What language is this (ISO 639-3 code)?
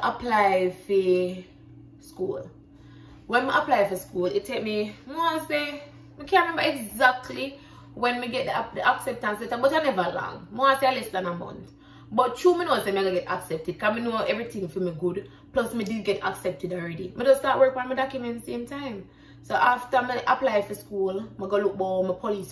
jam